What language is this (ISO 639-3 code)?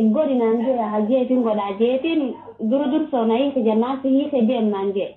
orm